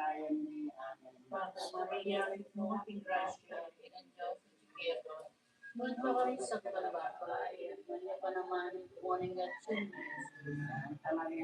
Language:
Pampanga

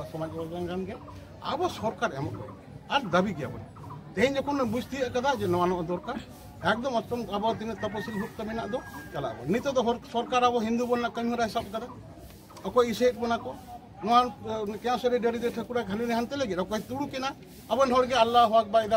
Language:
Santali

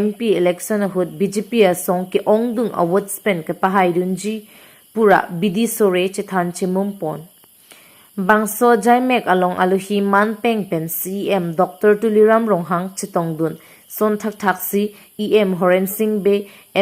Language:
Karbi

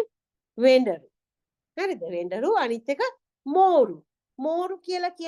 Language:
Sinhala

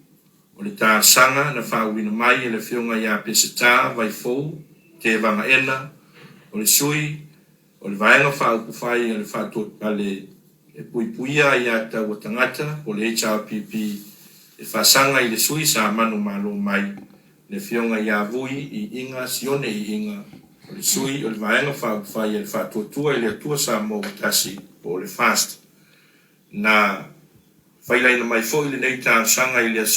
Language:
Samoan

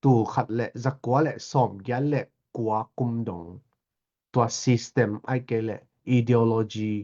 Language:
Tedim Chin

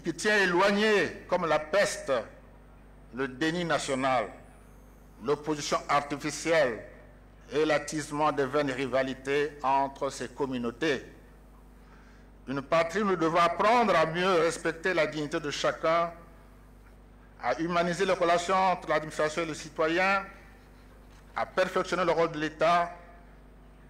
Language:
French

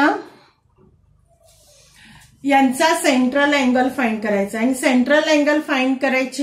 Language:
Marathi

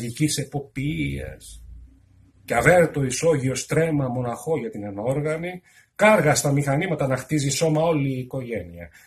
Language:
Greek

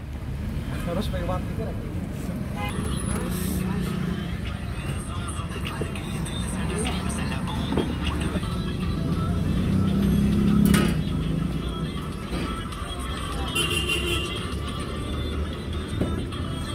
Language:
Hindi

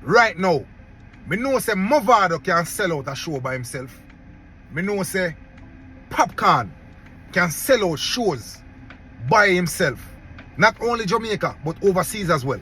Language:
Jamaican Creole English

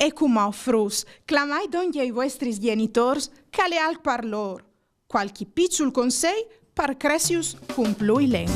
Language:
Friulian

